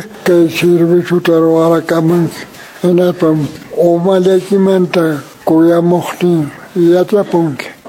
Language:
Quechua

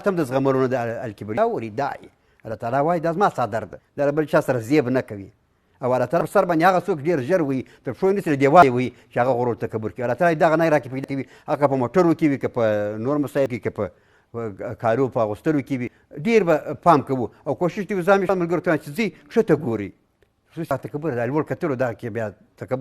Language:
Pashto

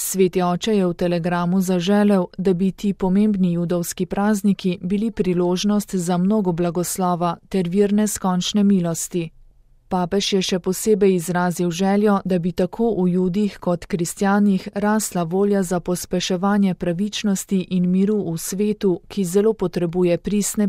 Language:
Slovenian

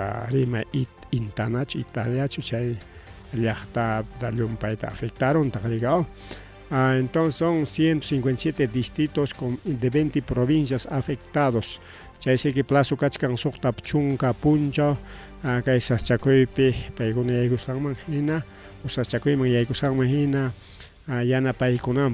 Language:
Ayacucho Quechua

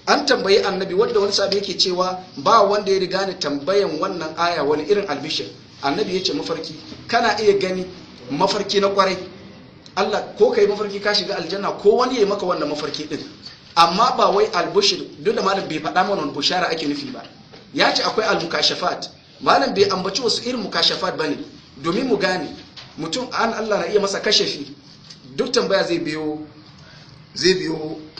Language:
Hausa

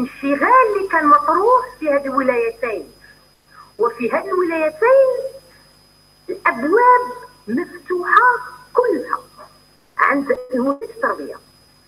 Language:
Algerian Arabic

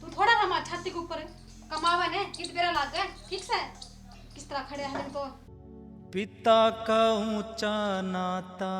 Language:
Haryanvi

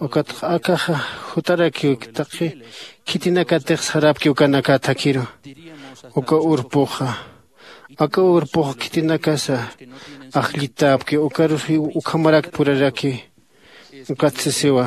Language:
Aymara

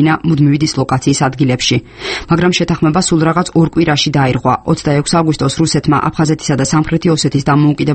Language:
Georgian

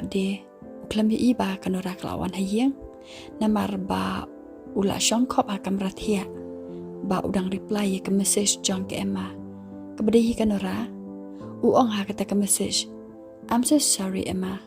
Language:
Khasi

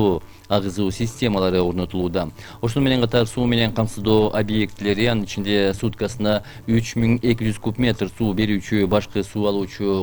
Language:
Kyrgyz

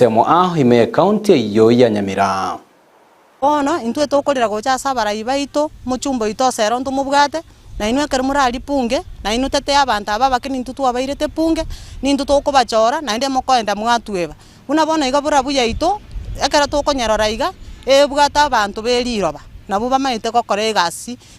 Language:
Gusii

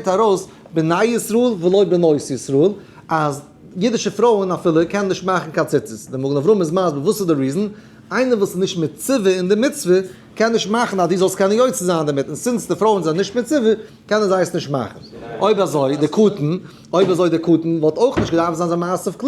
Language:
Yiddish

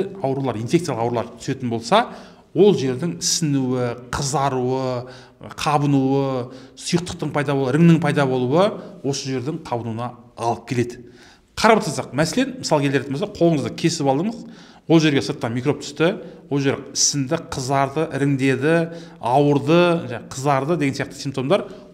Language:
Kazakh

